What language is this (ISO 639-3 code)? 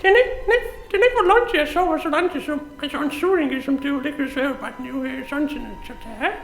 fao